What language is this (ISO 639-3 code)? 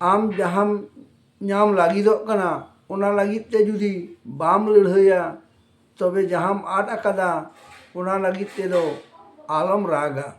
sat